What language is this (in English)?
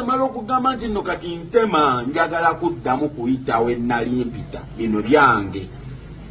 Ganda